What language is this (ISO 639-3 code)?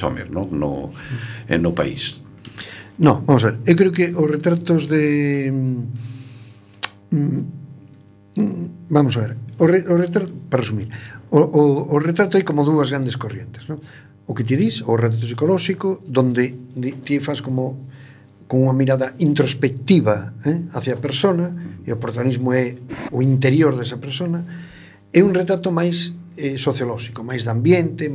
glg